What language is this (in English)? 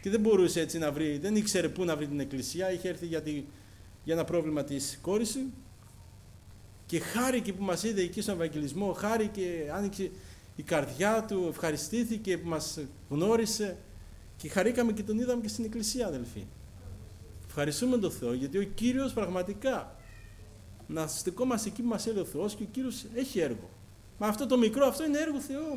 Greek